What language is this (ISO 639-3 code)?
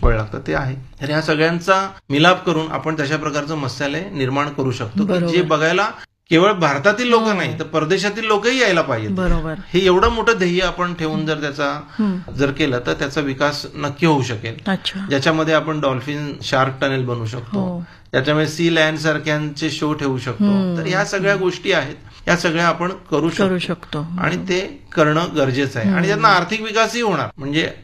mar